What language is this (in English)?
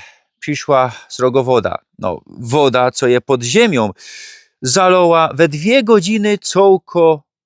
Silesian